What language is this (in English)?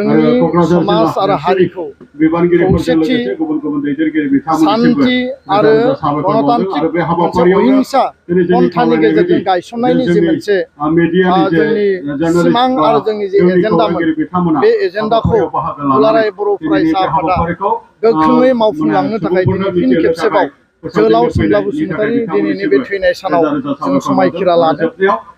Bodo